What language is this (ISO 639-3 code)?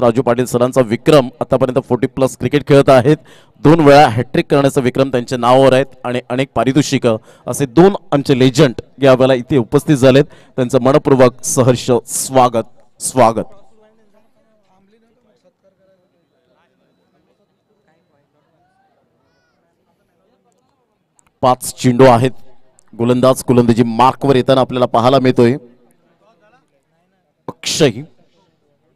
mar